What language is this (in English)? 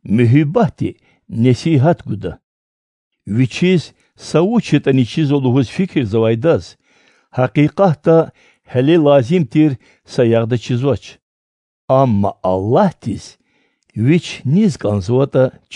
Lezghian